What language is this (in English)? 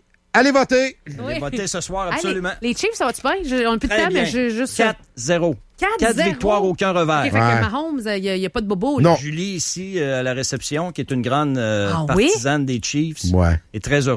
French